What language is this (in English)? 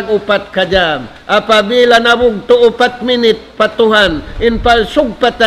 Tausug